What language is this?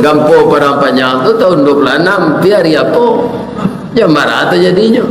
Minangkabau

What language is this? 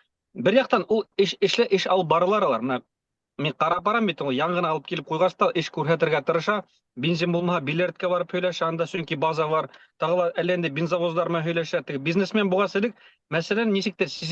Bashkir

